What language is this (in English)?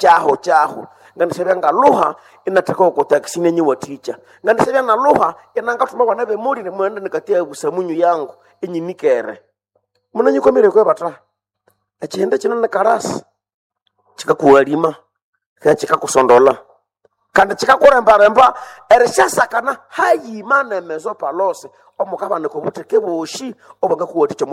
Nande